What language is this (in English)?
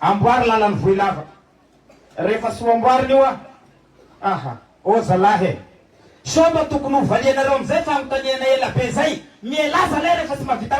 Malagasy